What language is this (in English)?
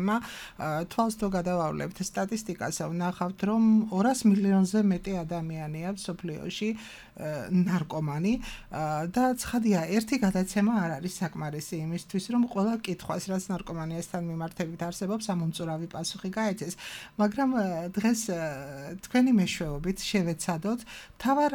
Georgian